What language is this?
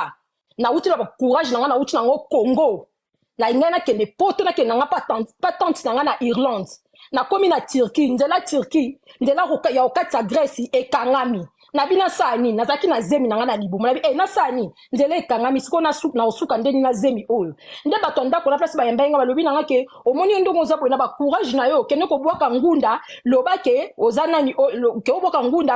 Lingala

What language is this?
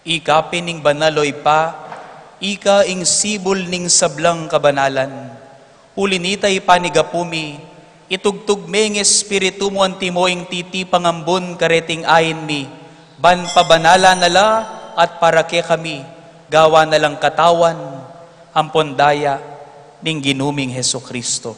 Pampanga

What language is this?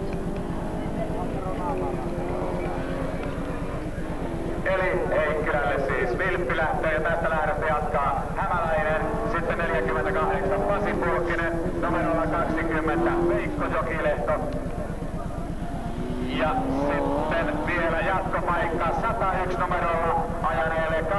Finnish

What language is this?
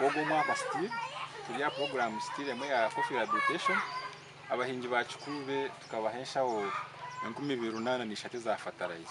Nyankole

